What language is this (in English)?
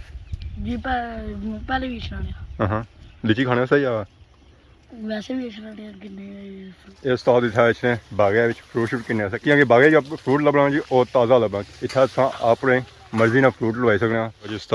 Pahari-Potwari